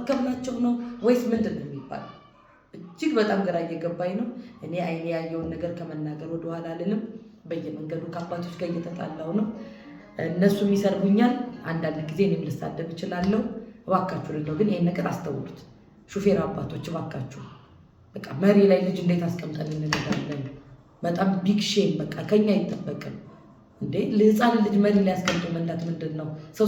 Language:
Amharic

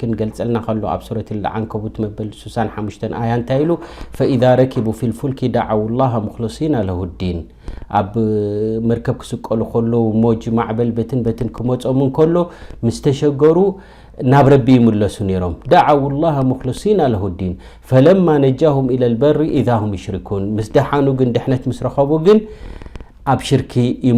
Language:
Tigrinya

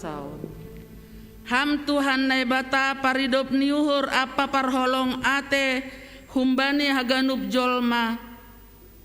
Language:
Batak Simalungun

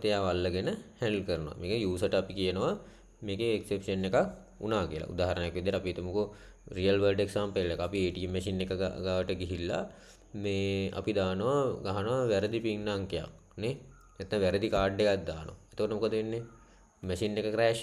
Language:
Sinhala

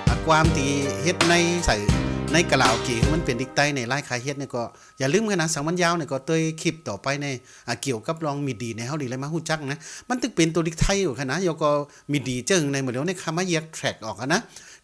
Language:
Shan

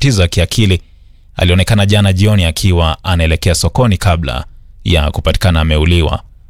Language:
Swahili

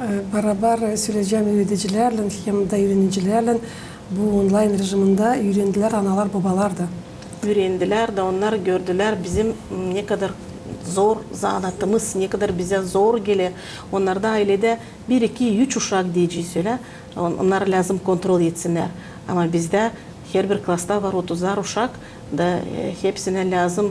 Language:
Gagauz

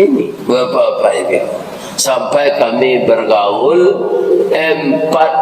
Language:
Minangkabau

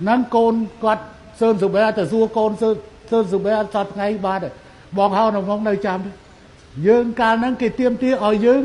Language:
Khmer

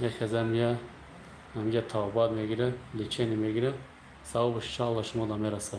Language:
Tajik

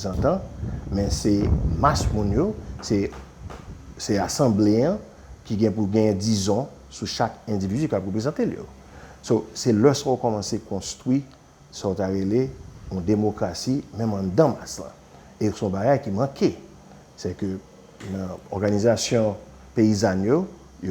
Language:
Haitian Creole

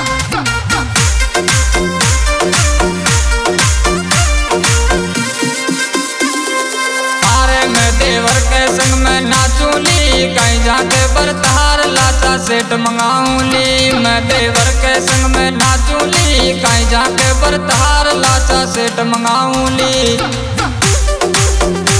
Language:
Bhojpuri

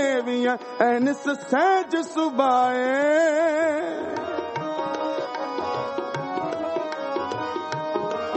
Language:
Punjabi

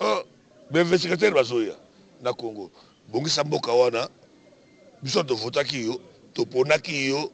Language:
Lingala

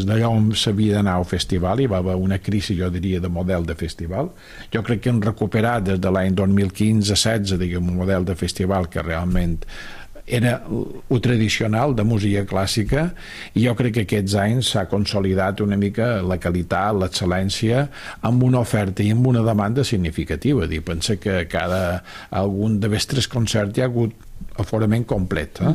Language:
Catalan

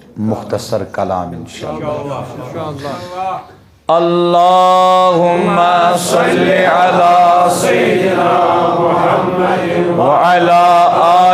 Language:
Kashmiri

